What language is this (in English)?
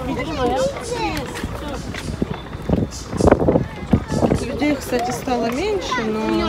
Russian